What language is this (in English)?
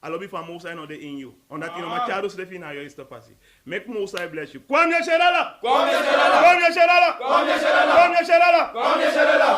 Sranan Tongo